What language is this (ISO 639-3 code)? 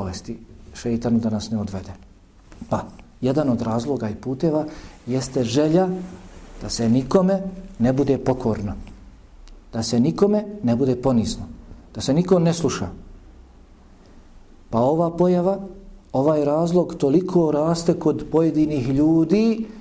bos